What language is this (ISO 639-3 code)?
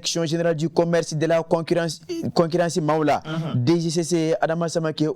bam